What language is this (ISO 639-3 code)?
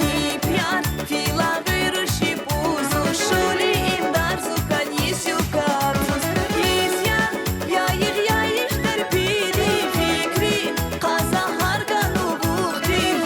tab